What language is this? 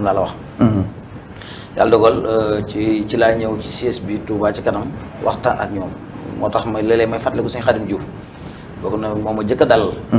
Wolof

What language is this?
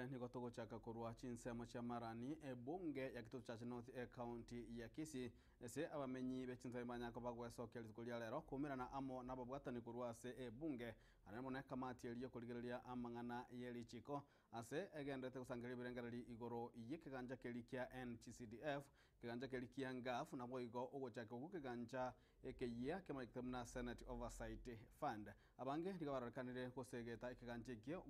Gusii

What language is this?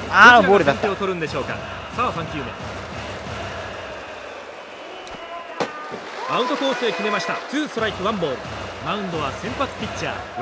Japanese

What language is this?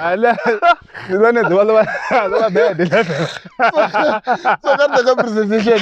Venda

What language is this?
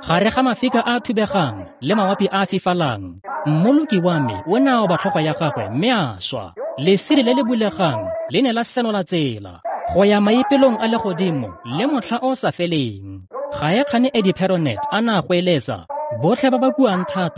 Tswana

